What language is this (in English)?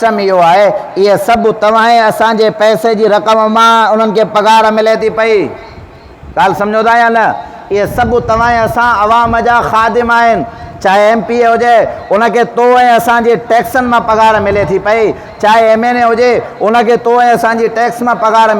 Sindhi